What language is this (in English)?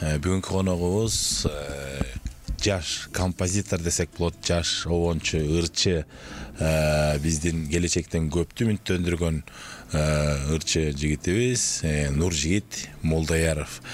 Kyrgyz